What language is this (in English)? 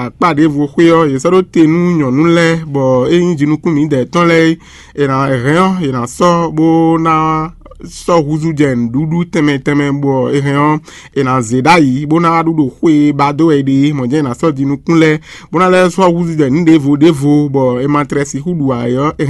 Fon